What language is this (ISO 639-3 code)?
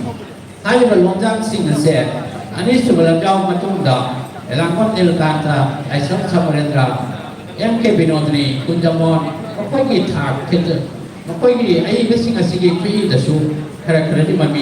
mni